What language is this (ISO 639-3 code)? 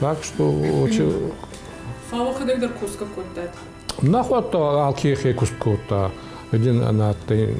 oss